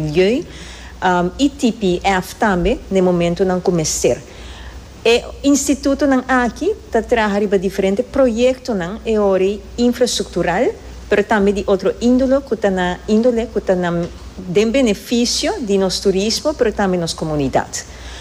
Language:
Papiamento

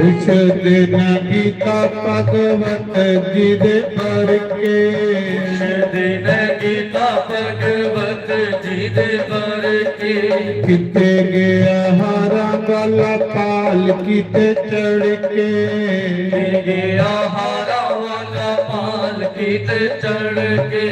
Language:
Dogri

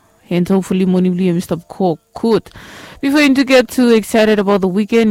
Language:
Bislama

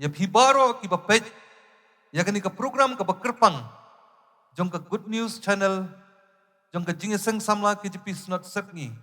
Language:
Khasi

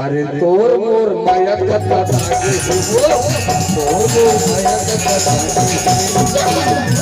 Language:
Chhattisgarhi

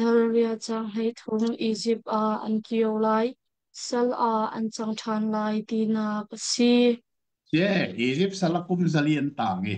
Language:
Hakha Chin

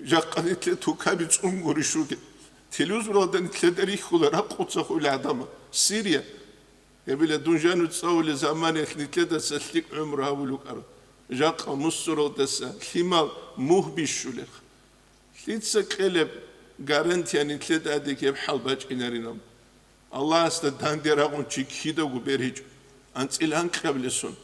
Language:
Avaric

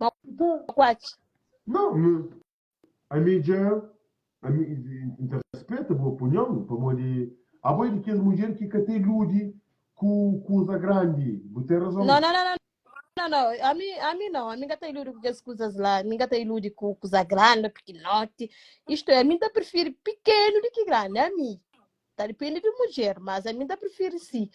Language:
Kabuverdianu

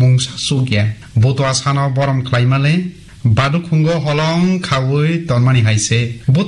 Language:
Kok Borok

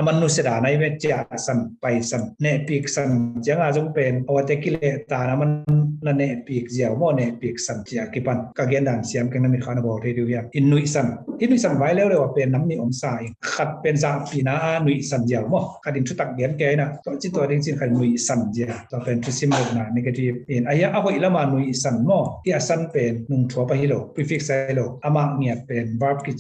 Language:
Tedim Chin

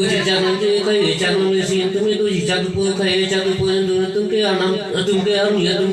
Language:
Karbi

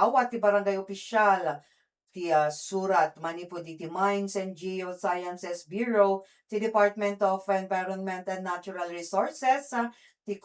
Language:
Iloko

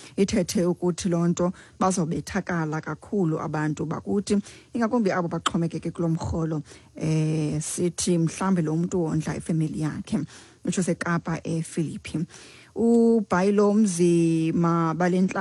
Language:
Xhosa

